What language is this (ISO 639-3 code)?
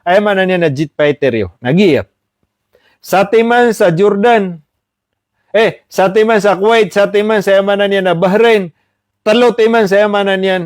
mrw